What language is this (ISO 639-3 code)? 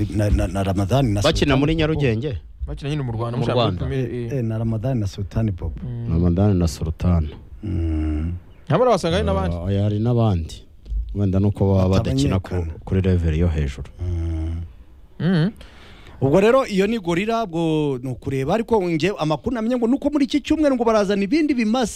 kin